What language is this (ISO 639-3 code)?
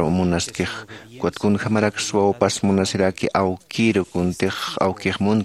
aym